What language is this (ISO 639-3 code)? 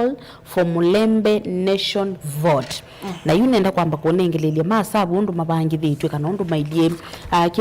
kam